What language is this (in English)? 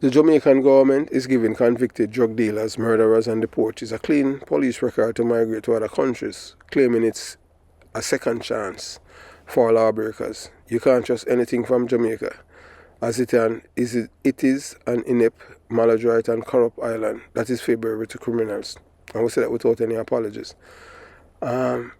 Jamaican Creole English